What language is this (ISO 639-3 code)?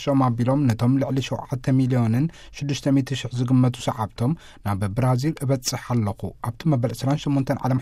tir